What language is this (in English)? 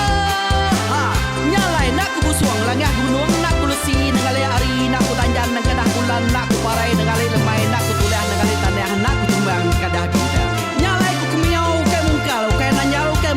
Iban